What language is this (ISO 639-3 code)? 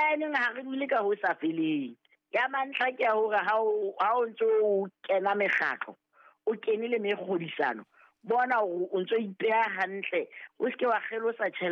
sot